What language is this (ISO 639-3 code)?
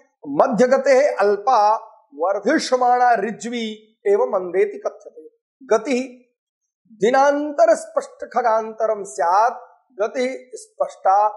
san